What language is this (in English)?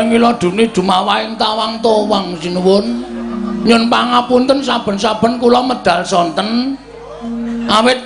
Javanese